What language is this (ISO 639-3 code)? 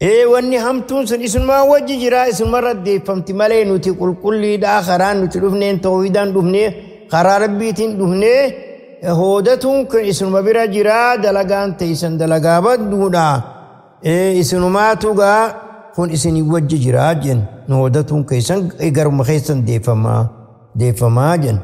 orm